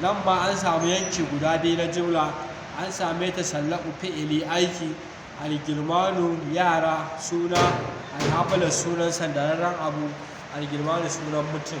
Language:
Hausa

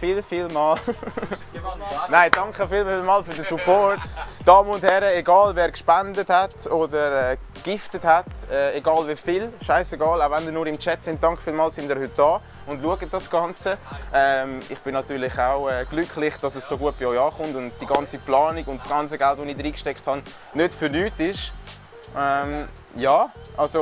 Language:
Swiss German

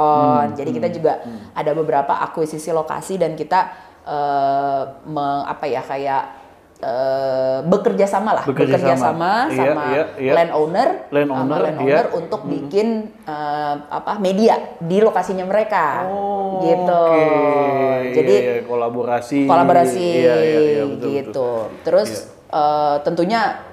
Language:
Indonesian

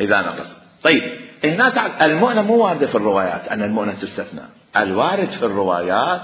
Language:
Mesopotamian Arabic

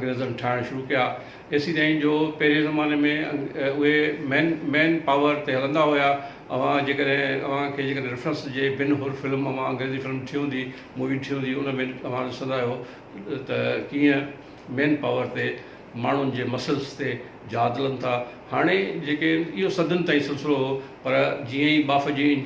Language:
Sindhi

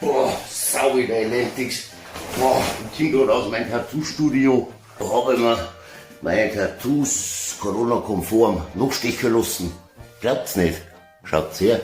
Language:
Bavarian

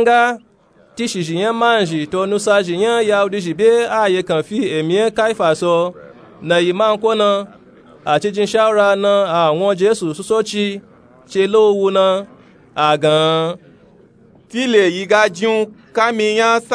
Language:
Nupe-Nupe-Tako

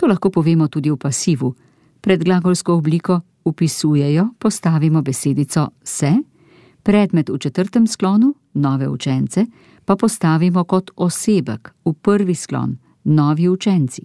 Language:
Slovenian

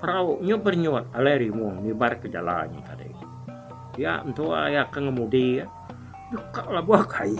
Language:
Iban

